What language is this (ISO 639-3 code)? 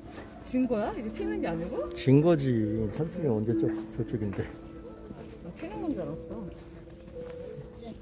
kor